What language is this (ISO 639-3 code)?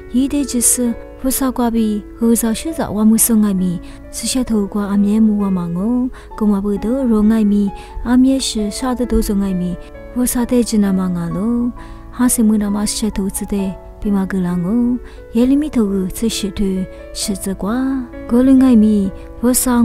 lis